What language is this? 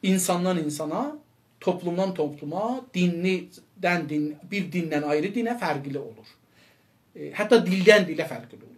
South Azerbaijani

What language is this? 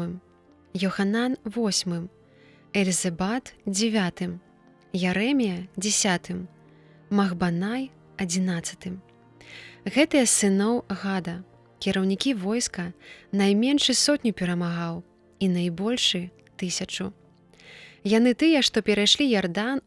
Belarusian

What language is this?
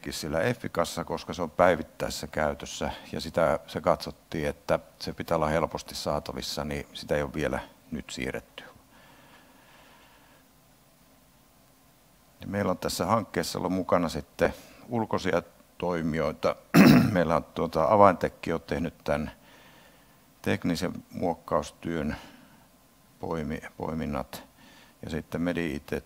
Finnish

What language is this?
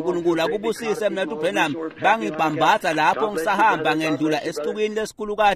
Swati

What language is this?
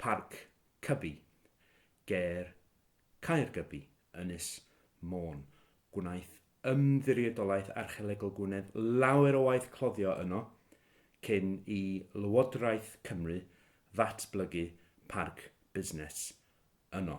Welsh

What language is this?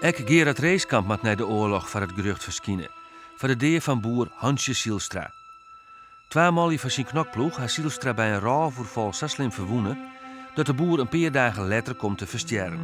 Western Frisian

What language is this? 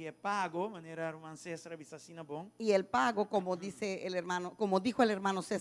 Papiamento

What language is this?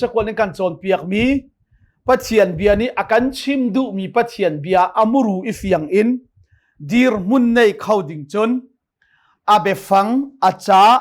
Hakha Chin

